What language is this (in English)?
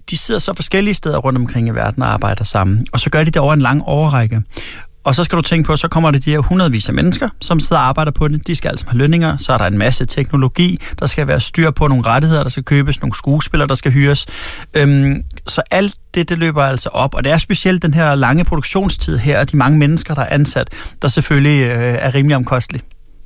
Danish